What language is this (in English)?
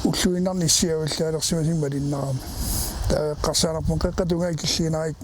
Kalaallisut